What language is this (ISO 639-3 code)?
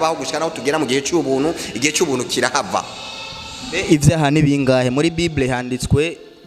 run